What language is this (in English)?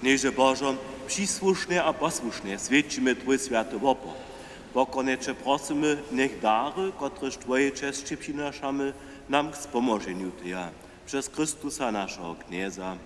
Upper Sorbian